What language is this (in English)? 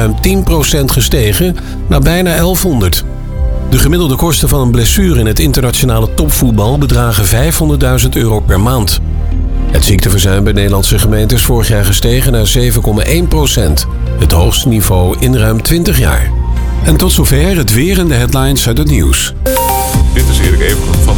Dutch